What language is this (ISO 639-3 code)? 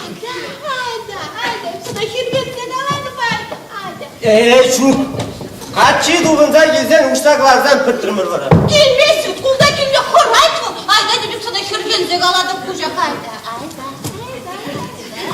chv